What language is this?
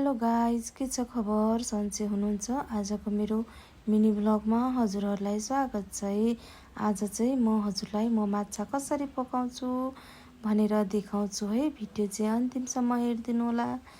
Nepali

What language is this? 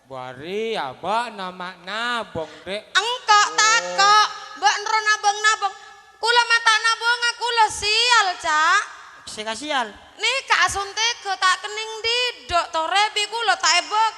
Madurese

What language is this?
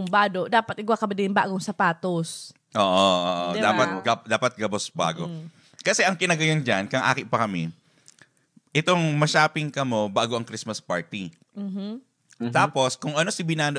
Bikol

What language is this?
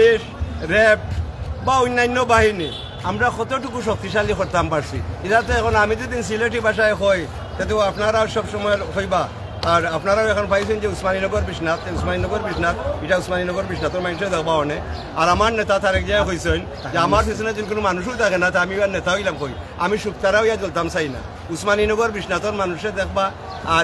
Sylheti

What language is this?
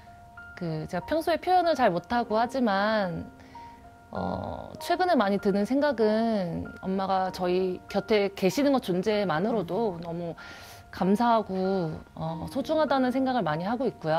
Korean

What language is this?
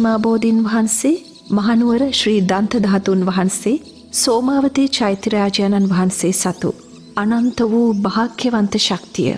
Sinhala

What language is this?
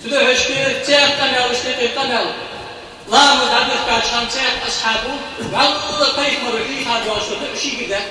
Ingush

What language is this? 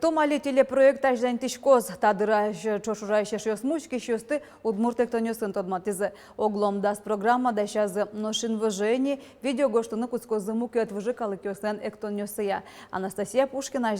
Udmurt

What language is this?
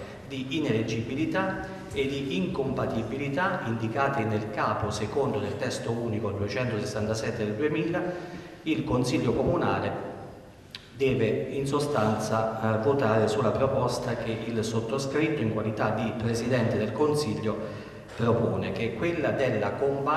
Italian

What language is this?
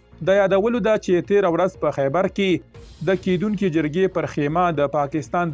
Pashto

